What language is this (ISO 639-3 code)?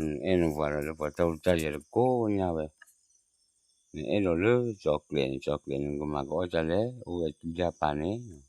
ksw